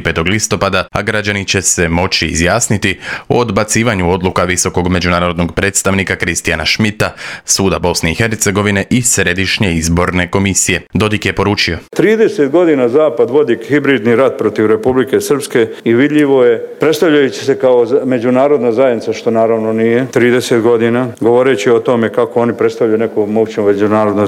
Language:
Croatian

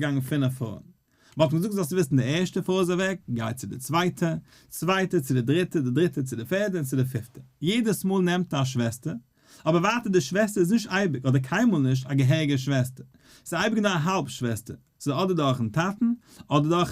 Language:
Yiddish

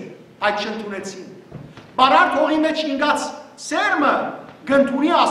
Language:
Western Armenian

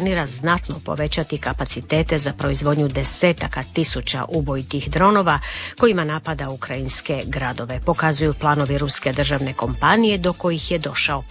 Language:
Croatian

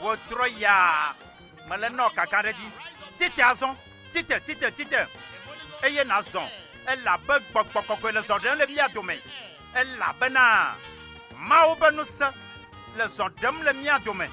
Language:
Ewe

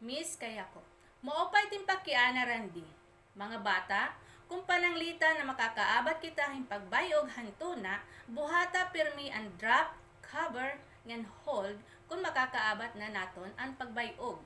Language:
Waray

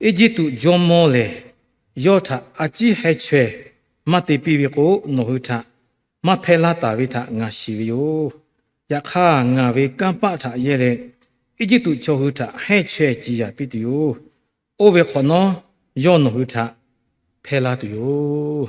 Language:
Lahu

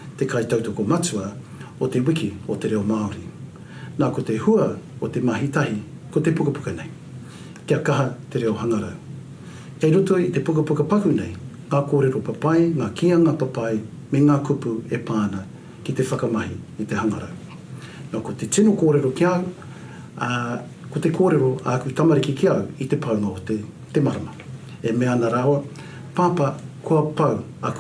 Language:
Māori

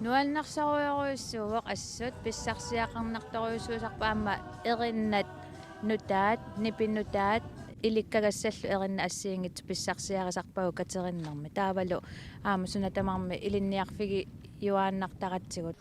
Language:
Kalaallisut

